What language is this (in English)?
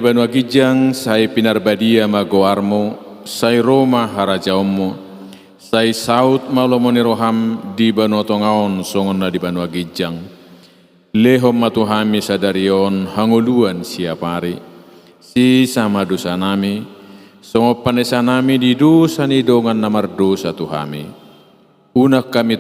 Batak Toba